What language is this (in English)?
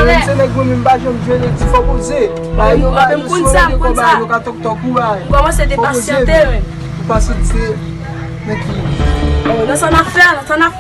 Haitian Creole